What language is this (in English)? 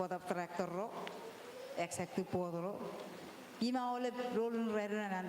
Marshallese